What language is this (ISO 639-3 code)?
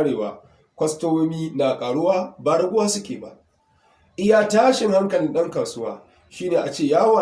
hau